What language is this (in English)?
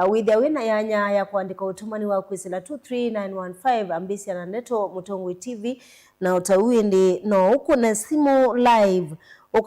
Kamba